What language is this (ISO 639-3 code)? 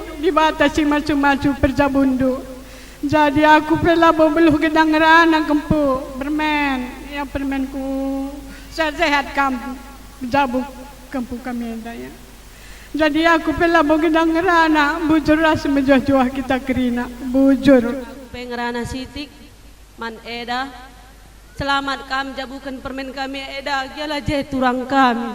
btx